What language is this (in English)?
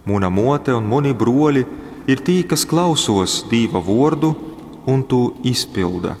Latgalian